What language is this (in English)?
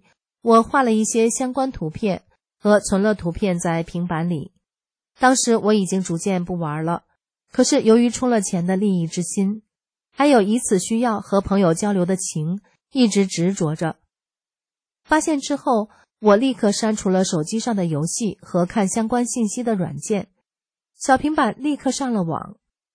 Chinese